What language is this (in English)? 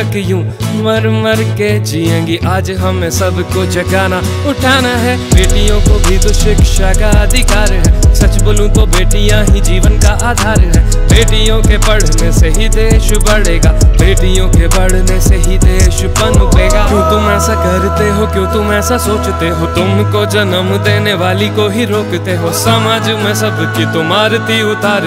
Hindi